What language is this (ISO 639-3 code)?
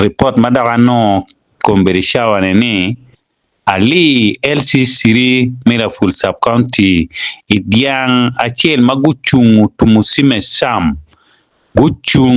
ach